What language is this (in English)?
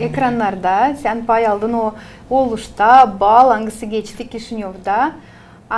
Gagauz